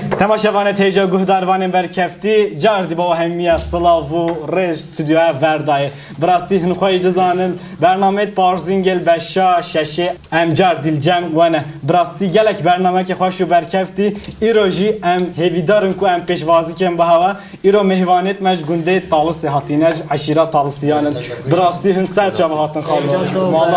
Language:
Kurdish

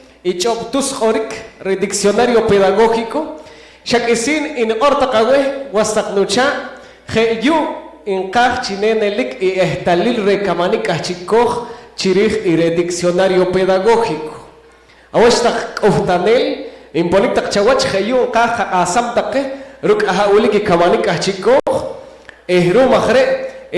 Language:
Poqomchi'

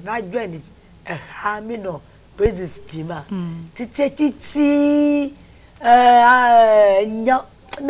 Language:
Ewe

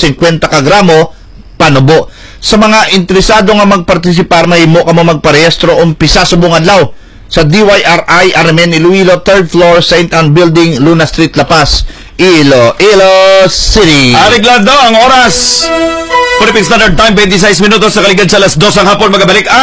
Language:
Hiligaynon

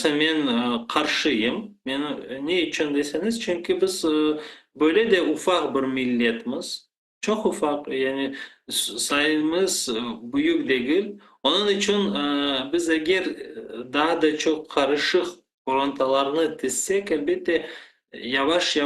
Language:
Crimean Tatar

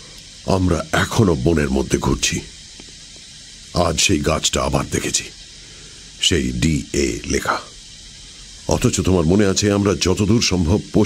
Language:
Bangla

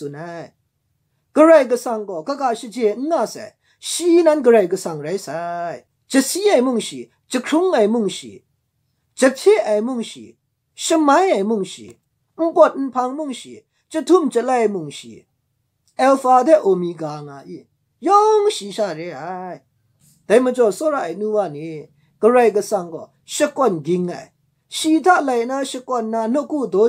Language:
Kachin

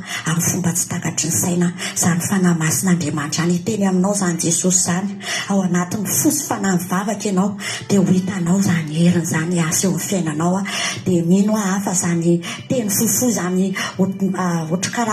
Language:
Malagasy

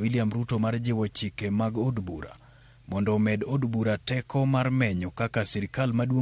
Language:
Luo (Kenya and Tanzania)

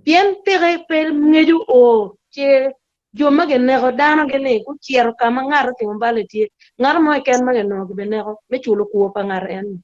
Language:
Acoli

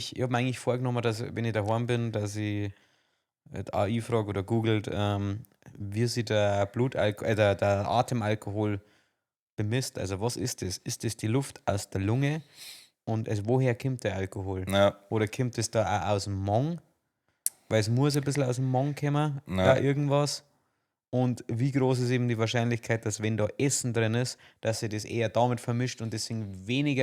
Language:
Bavarian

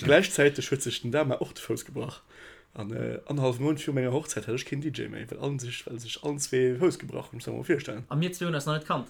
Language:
Luxembourgish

